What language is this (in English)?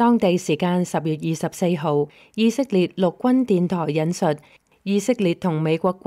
Cantonese